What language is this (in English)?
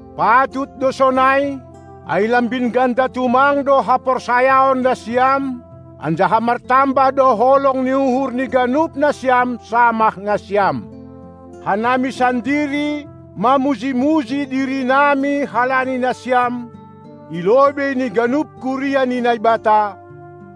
Batak Simalungun